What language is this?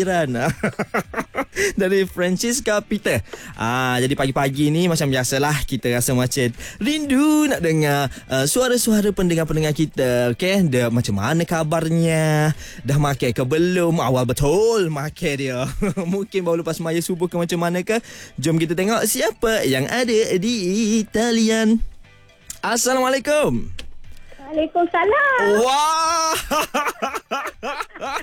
Malay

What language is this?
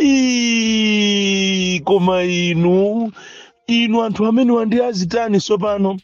Nyanja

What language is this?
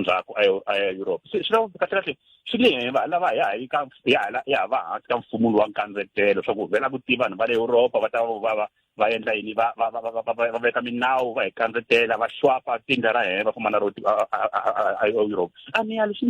Tsonga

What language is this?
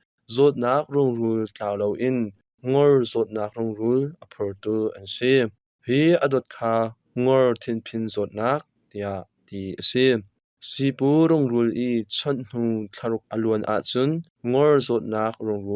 Hakha Chin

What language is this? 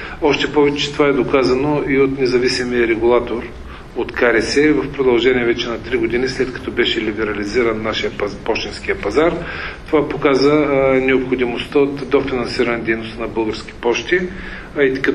Bulgarian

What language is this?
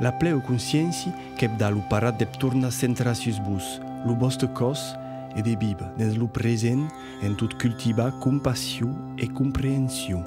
Occitan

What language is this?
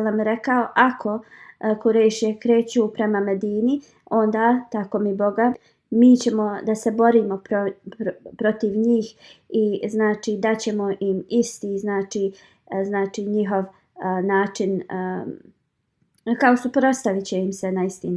Bosnian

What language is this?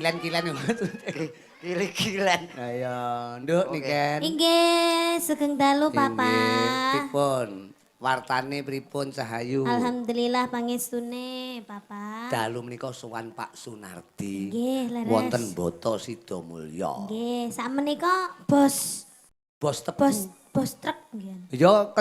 Javanese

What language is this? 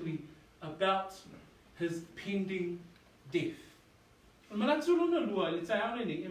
Samoan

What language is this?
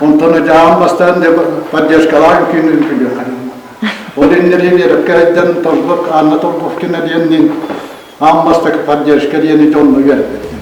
Yakut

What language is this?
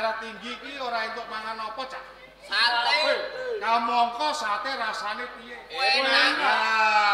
Javanese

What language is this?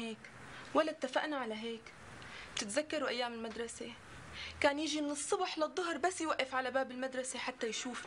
North Levantine Arabic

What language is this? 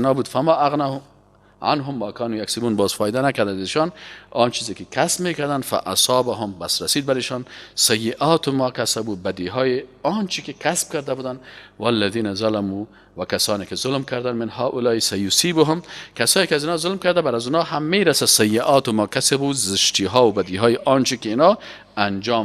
Persian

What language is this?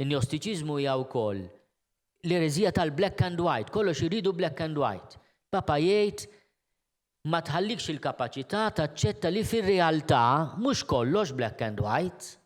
Maltese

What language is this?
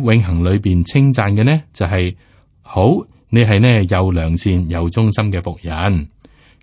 Cantonese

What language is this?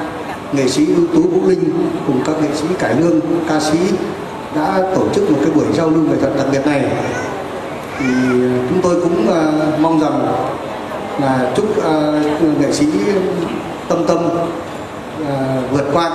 Vietnamese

